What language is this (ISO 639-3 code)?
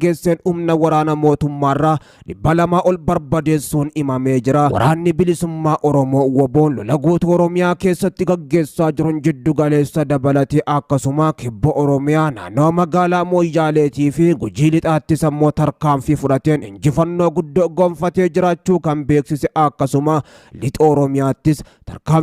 orm